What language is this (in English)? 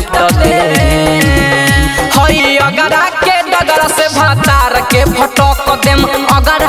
Bhojpuri